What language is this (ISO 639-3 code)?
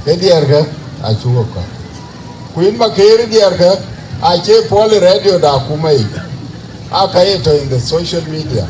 din